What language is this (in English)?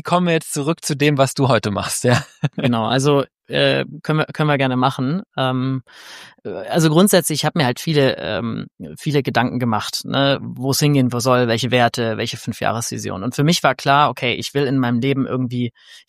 German